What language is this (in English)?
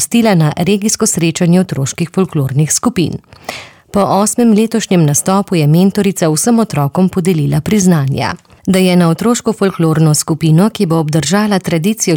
Slovenian